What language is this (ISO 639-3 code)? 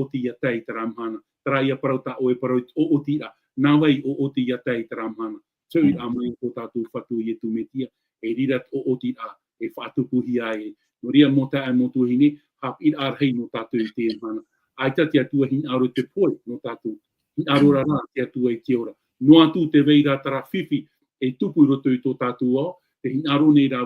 tah